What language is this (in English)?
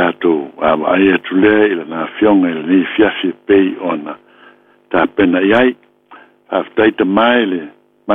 Samoan